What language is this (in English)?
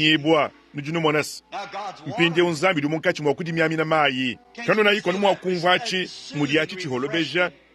Luba-Lulua